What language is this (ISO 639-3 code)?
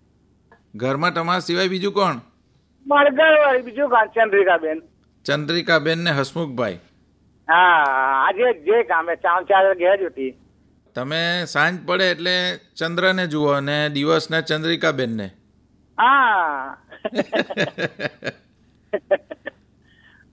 guj